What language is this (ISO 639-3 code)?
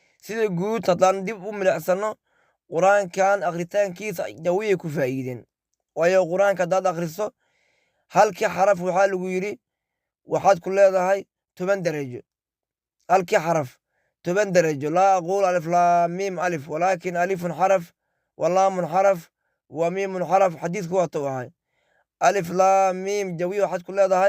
som